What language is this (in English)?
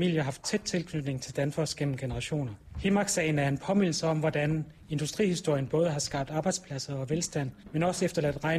Danish